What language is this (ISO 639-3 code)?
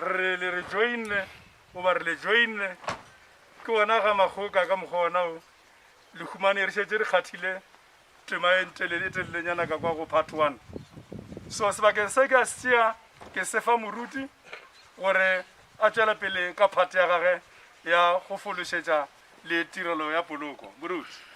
nso